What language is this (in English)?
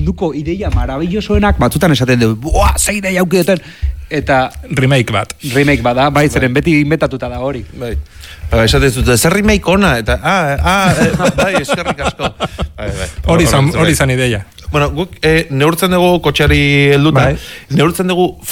Basque